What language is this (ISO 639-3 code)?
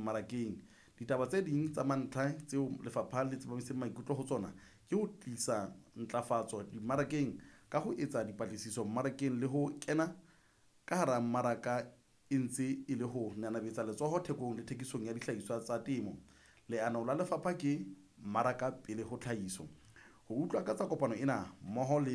sot